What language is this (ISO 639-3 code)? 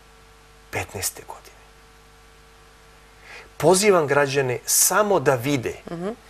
srp